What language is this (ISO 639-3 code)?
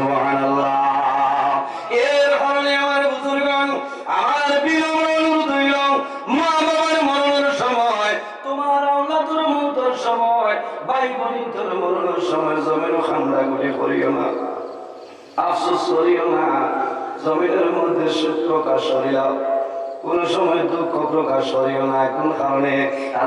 syl